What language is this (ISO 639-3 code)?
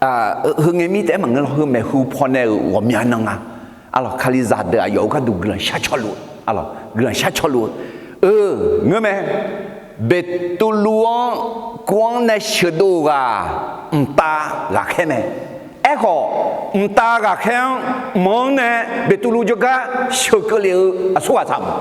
ahk